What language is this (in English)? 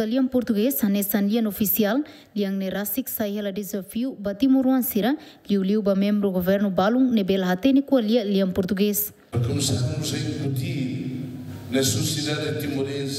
Tetum